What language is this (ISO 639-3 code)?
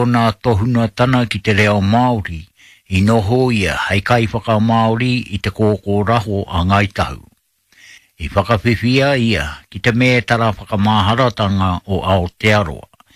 mri